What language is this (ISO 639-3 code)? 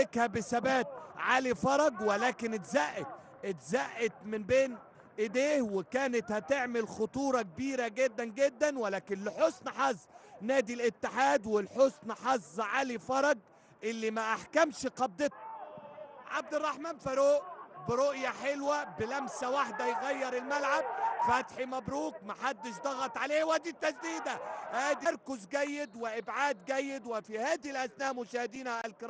arz